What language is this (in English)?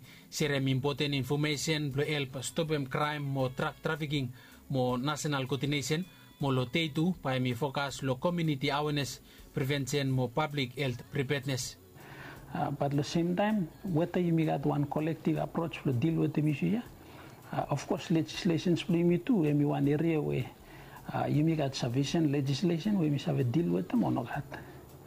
Bislama